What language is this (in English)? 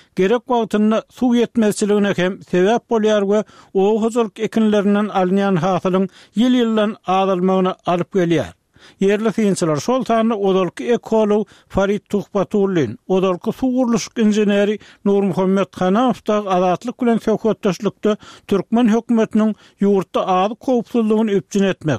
Turkmen